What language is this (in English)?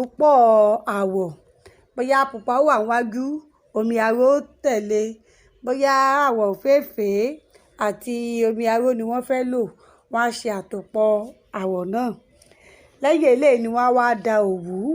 Yoruba